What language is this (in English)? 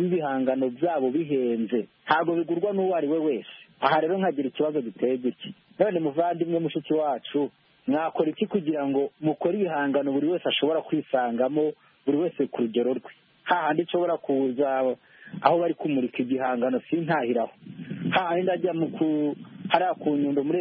Kinyarwanda